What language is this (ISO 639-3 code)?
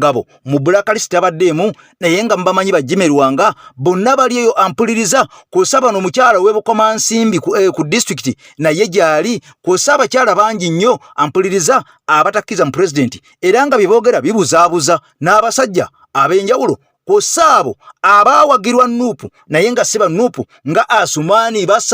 lug